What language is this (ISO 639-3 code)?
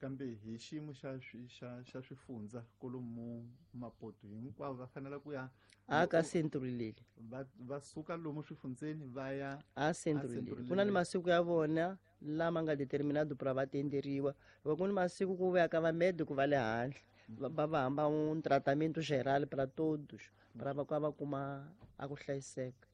tso